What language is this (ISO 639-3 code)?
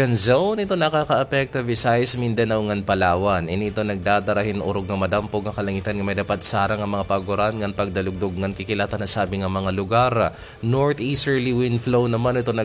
war